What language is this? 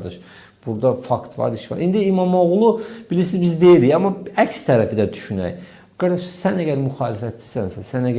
Azerbaijani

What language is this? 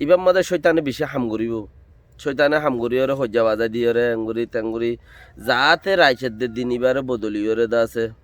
Rohingya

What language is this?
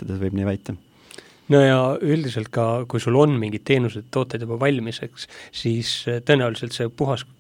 Estonian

